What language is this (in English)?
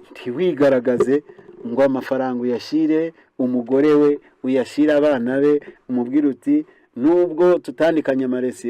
Kinyarwanda